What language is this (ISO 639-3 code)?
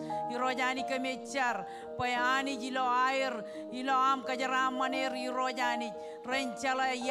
mah